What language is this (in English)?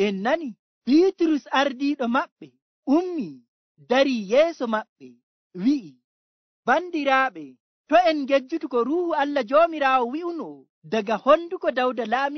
Nigerian Fulfulde